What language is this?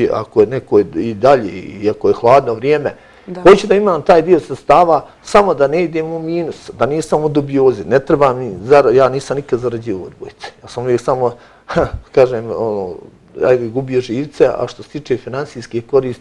Bosnian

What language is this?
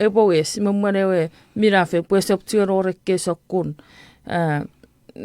Chuukese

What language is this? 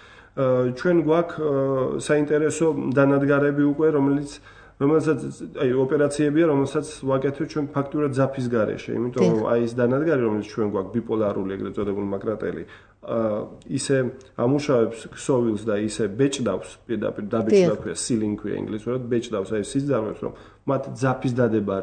Georgian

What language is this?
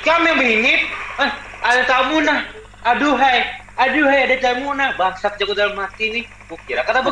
Banjar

